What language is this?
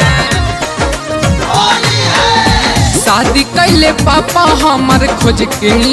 Bhojpuri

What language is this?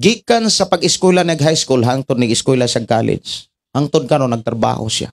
Cebuano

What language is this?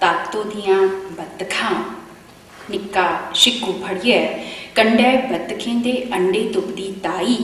Dogri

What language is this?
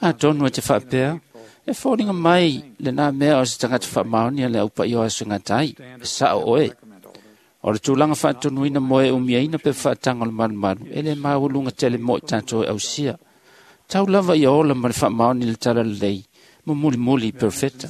Samoan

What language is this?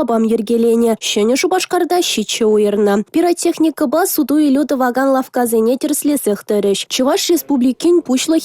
Chuvash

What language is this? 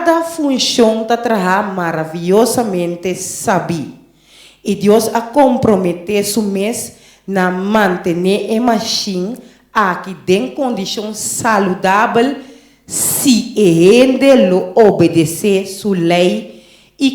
Papiamento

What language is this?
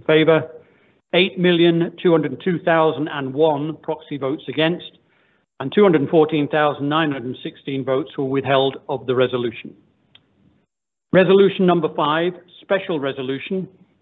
English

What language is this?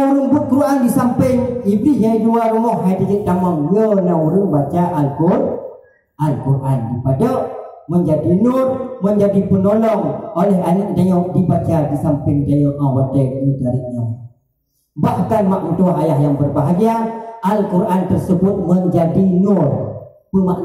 Achinese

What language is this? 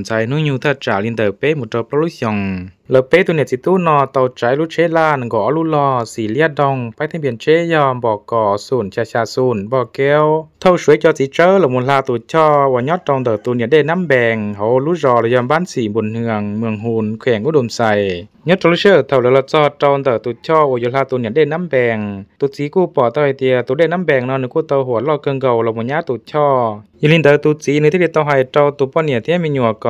Hmong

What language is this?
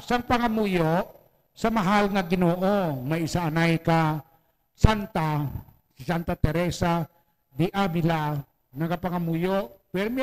Hiligaynon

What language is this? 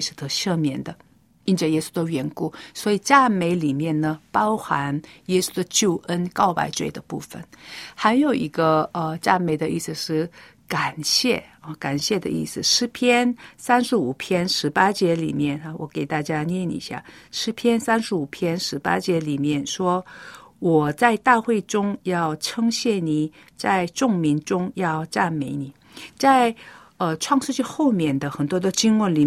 Chinese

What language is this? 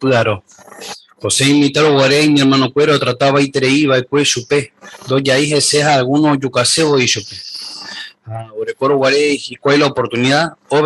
Guarani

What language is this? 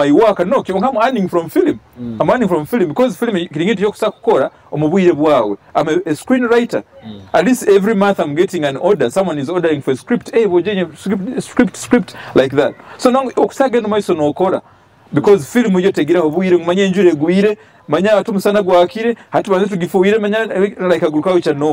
Nyoro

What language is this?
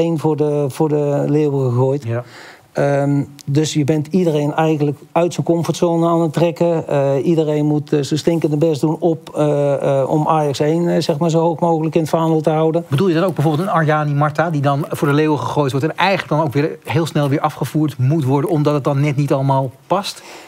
Dutch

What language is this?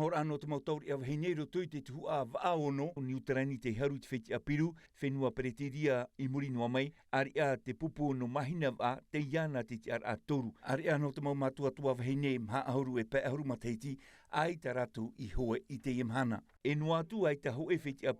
Tahitian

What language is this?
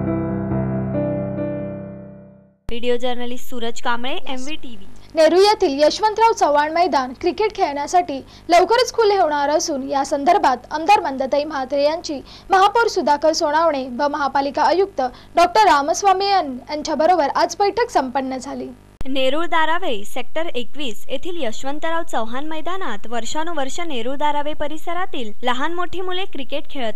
Marathi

